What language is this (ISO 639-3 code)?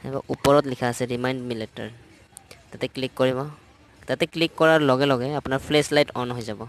asm